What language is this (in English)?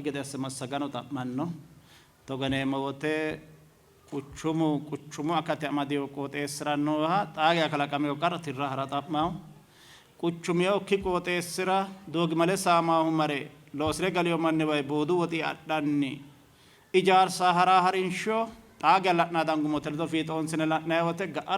Sidamo